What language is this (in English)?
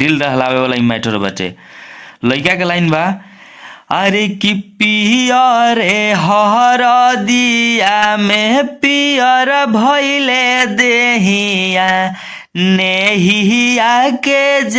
Bhojpuri